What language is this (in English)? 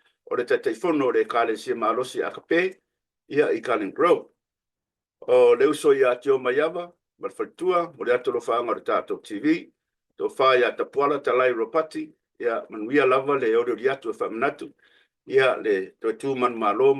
Samoan